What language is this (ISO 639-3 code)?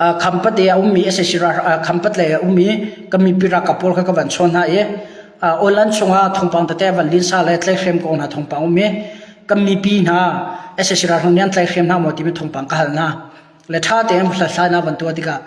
cnh